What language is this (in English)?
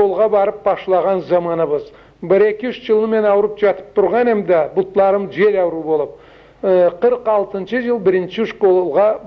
Karachay-Balkar